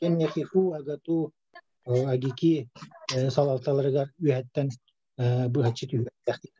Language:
Yakut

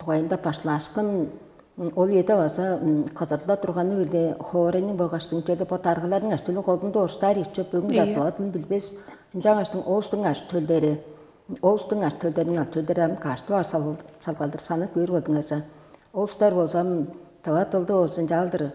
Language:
Tuvinian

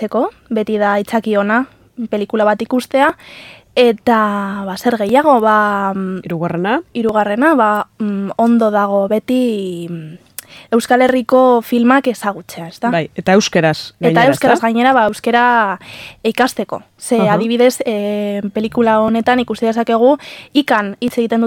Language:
Basque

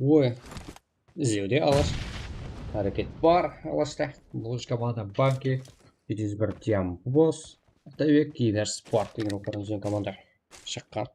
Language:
Kara-Kalpak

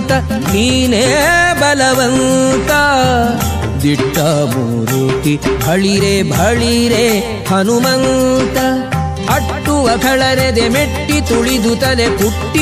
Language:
Kannada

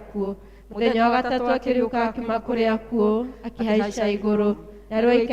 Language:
Kikuyu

